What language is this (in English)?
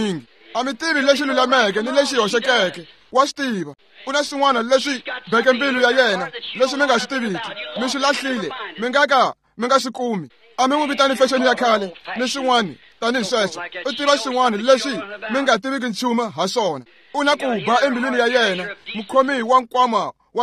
Tsonga